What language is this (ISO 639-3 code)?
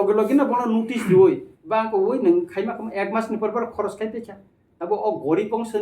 trp